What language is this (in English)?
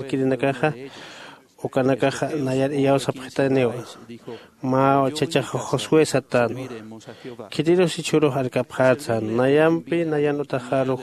Aymara